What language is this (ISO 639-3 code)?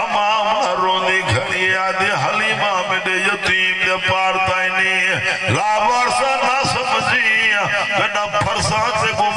skr